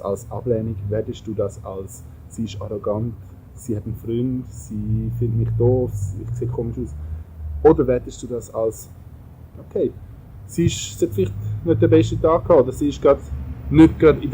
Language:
Swiss German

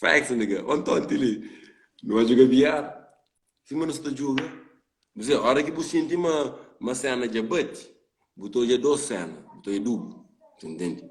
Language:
Kabuverdianu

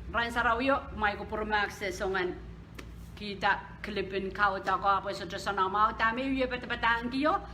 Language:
Pohnpeian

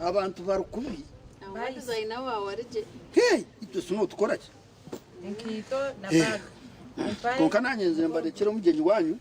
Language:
Nyankole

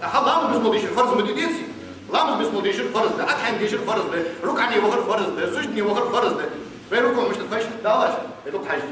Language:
Ingush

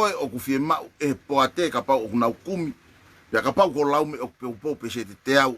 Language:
Tongan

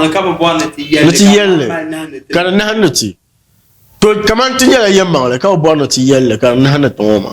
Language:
Dagbani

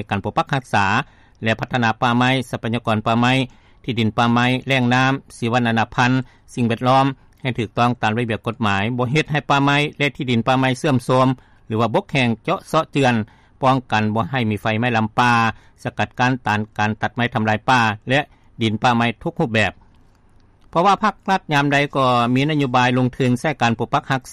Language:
Lao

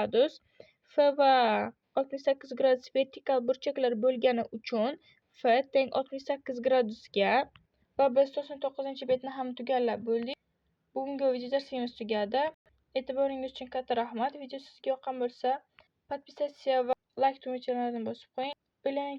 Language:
Uzbek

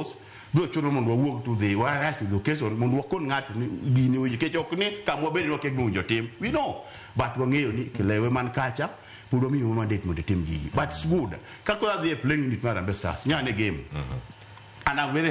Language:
Luo (Kenya and Tanzania)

